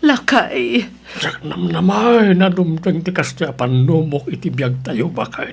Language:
Iloko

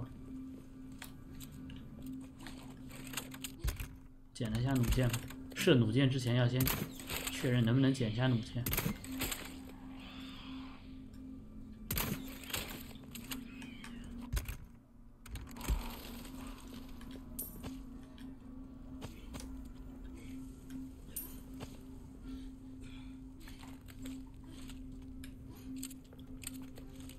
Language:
Chinese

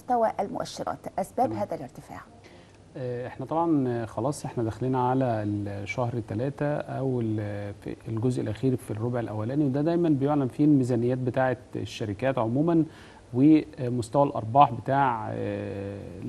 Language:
Egyptian Arabic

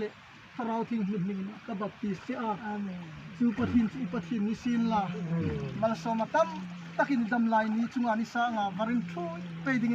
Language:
Hmar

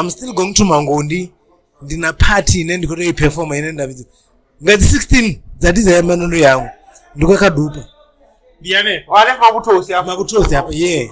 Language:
Venda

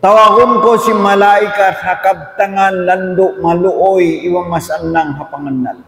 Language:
Tausug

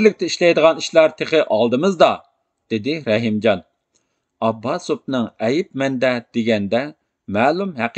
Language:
Uyghur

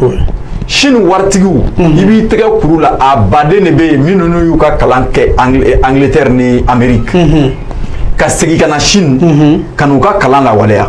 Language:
Bambara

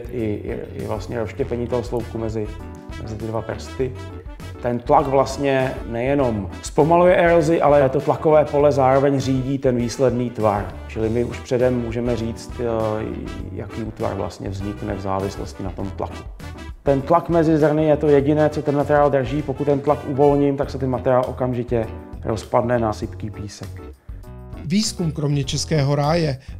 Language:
Czech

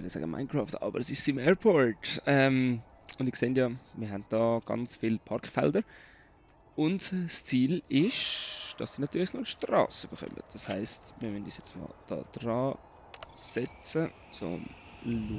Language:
Swiss German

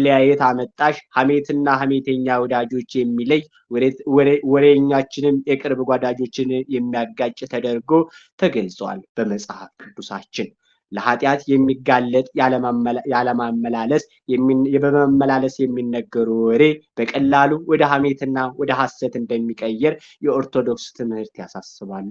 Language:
Amharic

